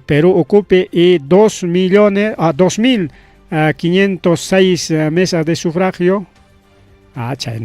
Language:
Ayacucho Quechua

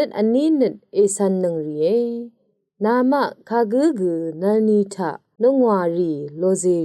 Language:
Rawang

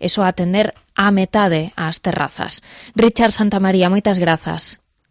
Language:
Galician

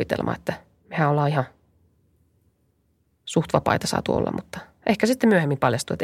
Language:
Finnish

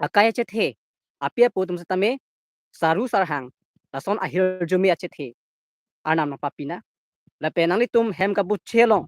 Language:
Karbi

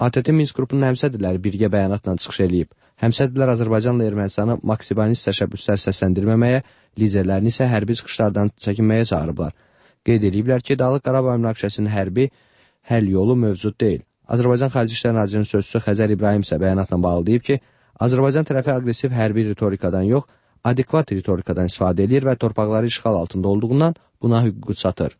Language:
Azerbaijani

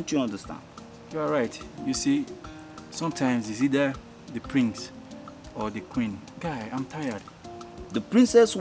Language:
English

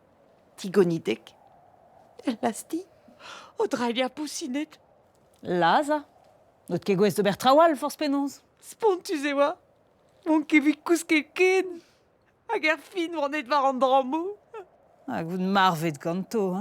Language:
Breton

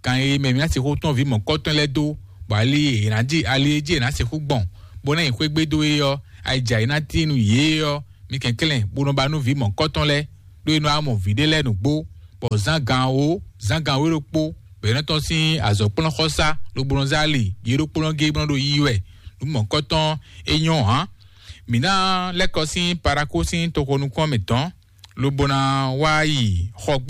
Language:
Fon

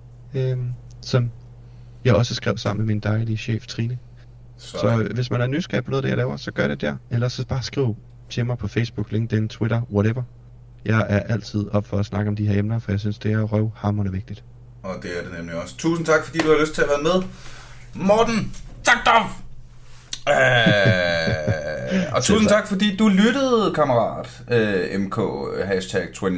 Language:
Danish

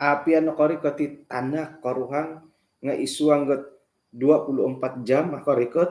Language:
Central Dusun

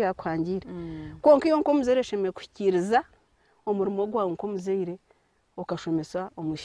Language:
Nyankole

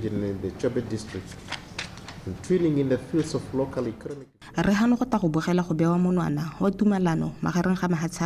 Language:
Tswana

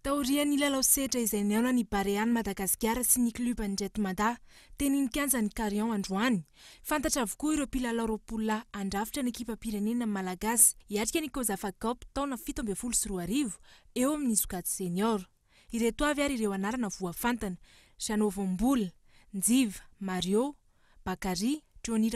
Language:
Malagasy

